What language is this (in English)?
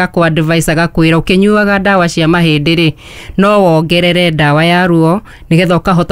Kikuyu